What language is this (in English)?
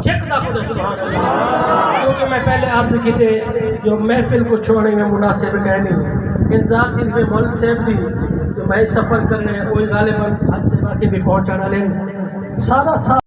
Saraiki